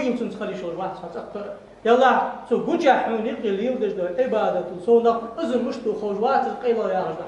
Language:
Ingush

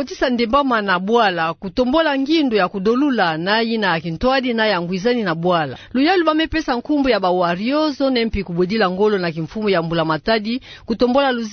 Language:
Kituba (Democratic Republic of Congo)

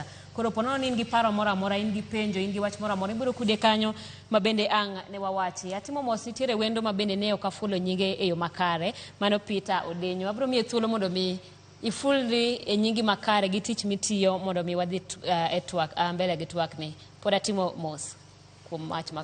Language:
Luo (Kenya and Tanzania)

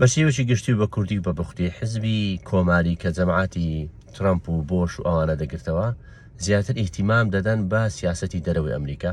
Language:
Central Kurdish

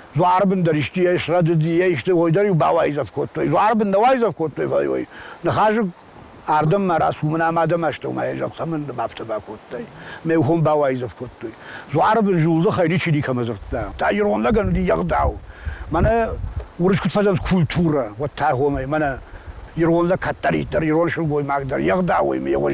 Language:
Ossetic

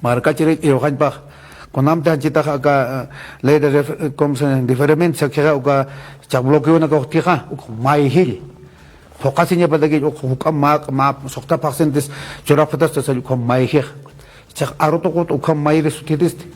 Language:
Aymara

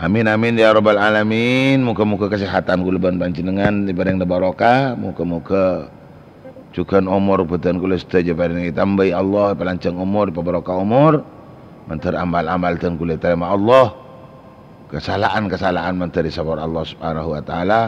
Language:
Madurese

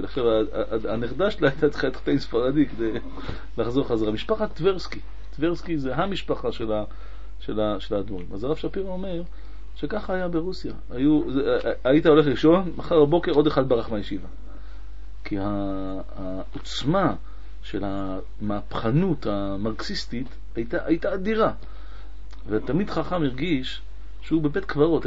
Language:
Hebrew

